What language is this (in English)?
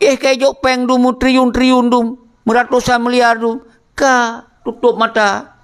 Achinese